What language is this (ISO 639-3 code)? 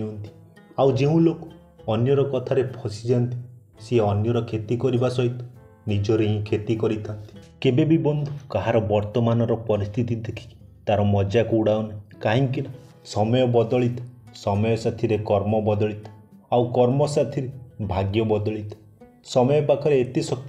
ori